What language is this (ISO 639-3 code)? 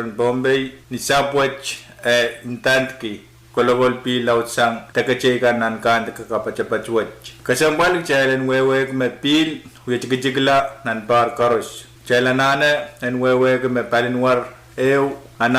pon